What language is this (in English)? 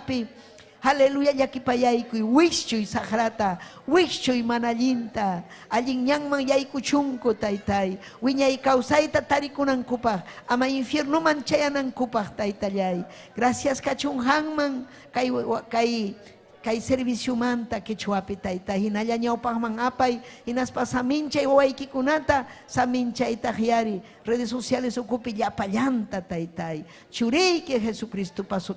Ayacucho Quechua